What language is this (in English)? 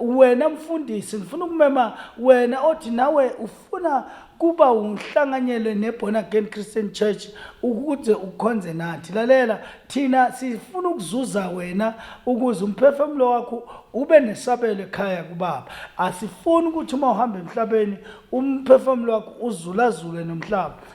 Zulu